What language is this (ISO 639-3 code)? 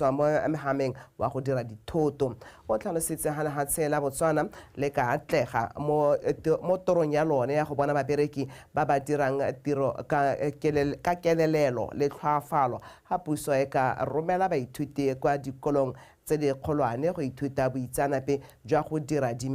tsn